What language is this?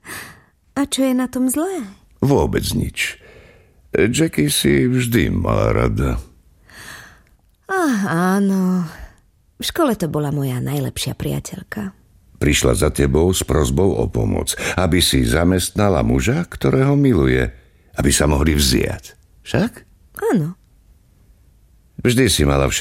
Slovak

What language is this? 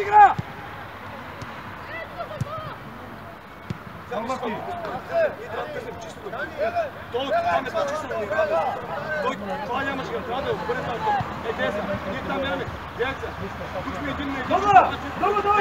Bulgarian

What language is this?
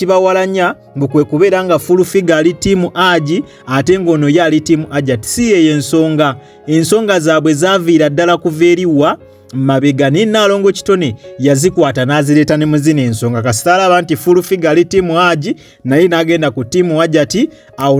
Ganda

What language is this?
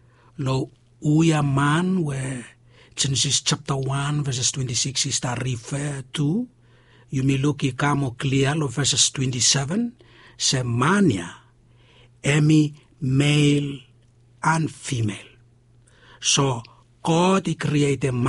Bislama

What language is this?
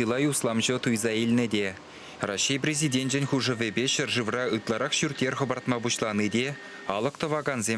Chuvash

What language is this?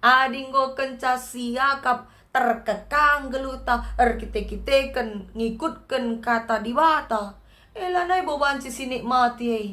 Batak Karo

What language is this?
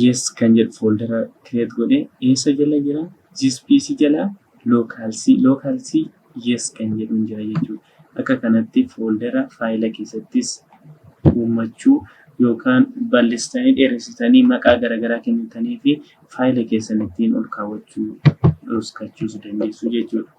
Oromo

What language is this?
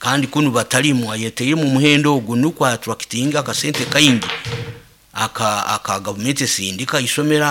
Nyoro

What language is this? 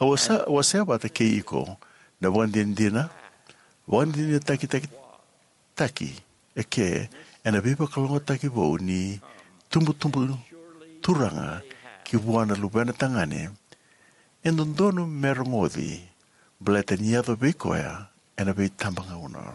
Fijian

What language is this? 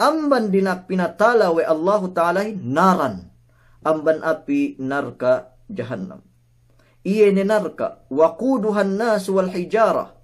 Yakan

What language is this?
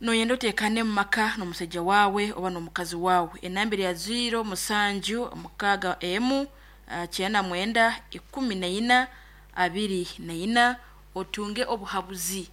Nyankole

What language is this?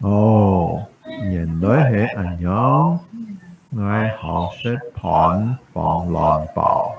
Hakka Chinese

